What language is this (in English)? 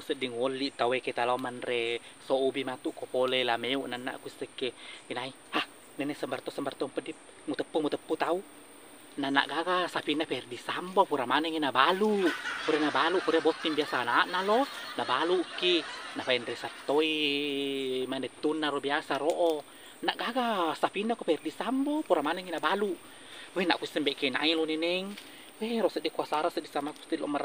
Buginese